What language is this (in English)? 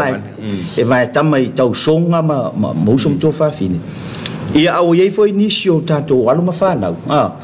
Samoan